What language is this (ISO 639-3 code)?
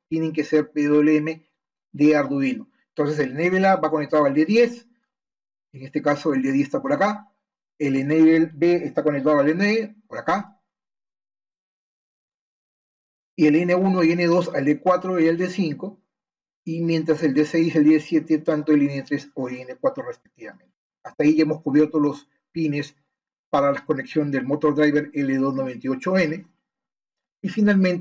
spa